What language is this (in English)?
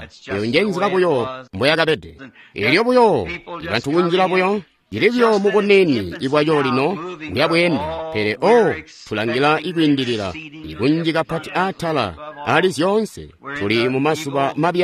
Tonga (Zambia)